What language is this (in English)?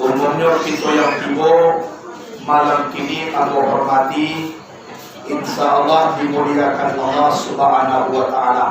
Minangkabau